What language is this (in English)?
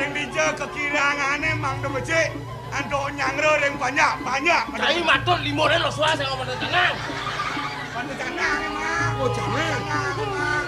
Balinese